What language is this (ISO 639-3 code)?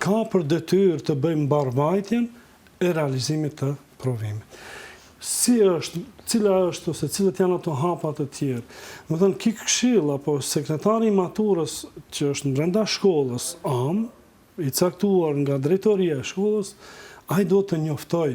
sqi